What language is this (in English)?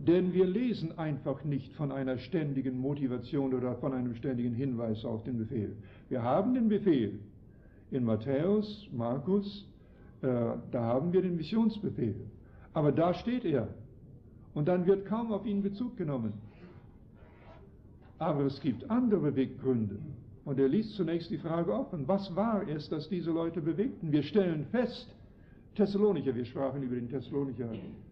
German